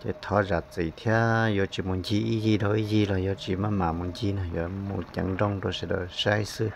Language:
Hmong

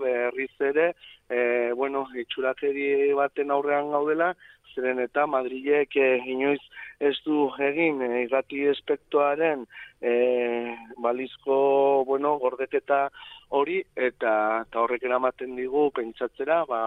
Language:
Basque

